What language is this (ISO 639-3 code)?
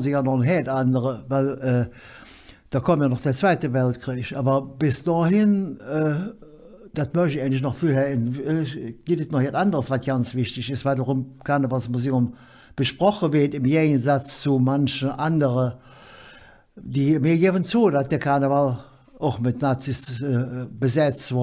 ksh